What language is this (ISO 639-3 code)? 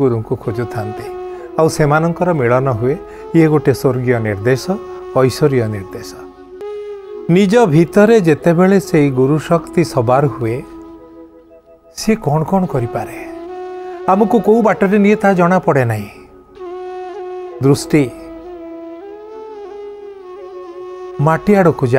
ori